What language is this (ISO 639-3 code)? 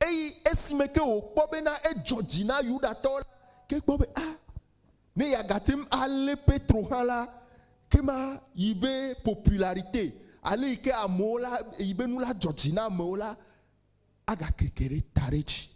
ewe